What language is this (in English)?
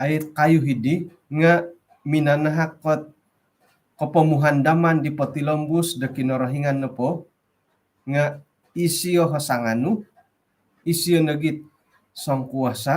Central Dusun